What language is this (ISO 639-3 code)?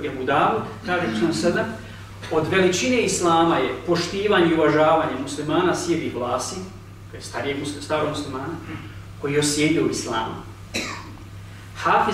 bos